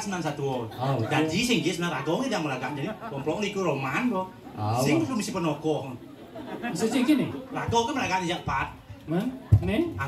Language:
Balinese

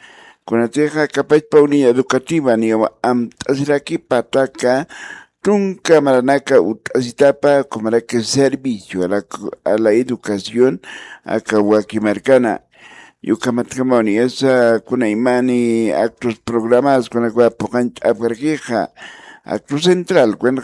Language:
Aymara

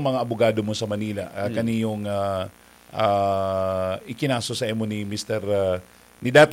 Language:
Bikol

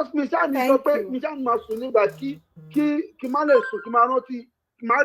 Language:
Yoruba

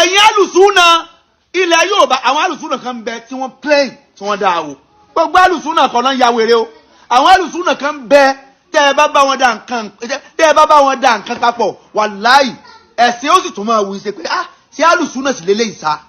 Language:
Yoruba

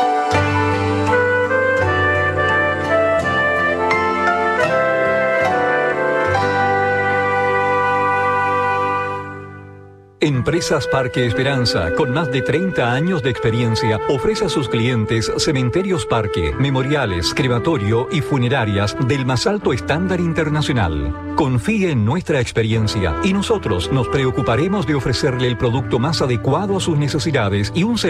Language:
Spanish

